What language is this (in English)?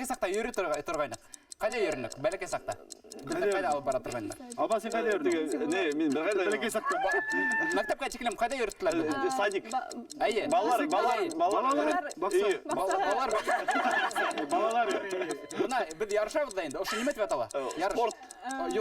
Bashkir